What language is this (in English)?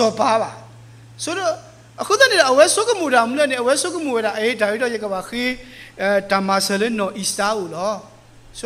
S'gaw Karen